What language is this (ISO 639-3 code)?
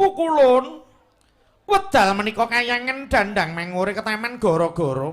jav